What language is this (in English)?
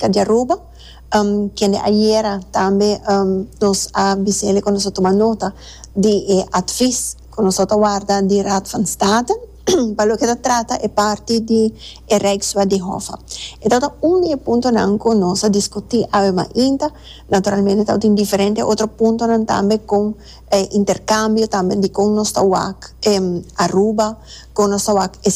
Papiamento